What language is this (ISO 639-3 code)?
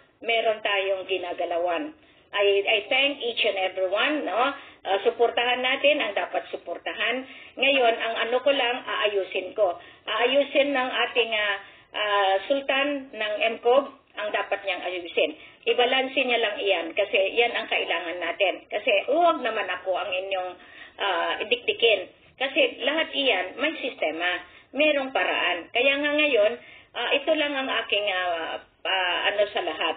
fil